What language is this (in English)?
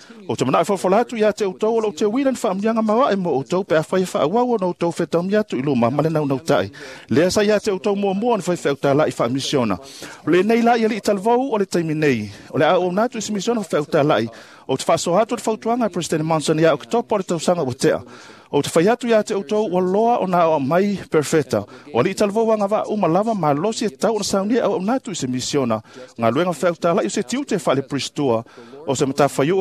Samoan